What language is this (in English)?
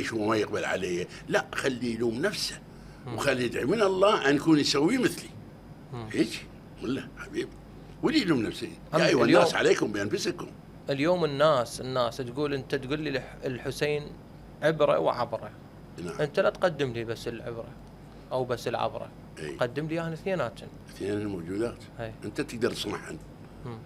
Mesopotamian Arabic